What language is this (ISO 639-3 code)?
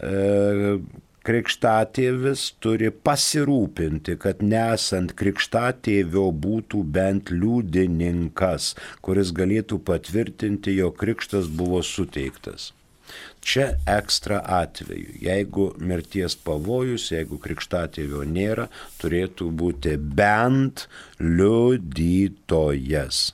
lit